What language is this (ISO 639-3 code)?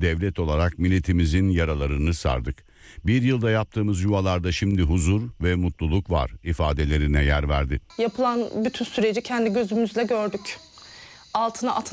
tur